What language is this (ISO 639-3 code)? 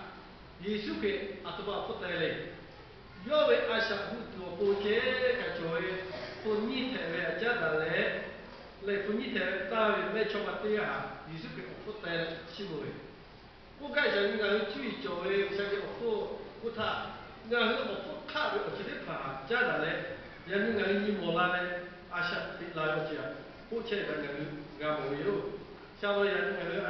lhu